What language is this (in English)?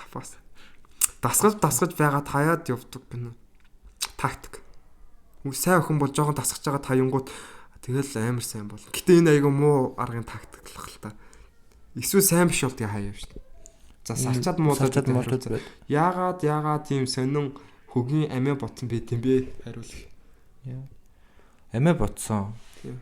Mongolian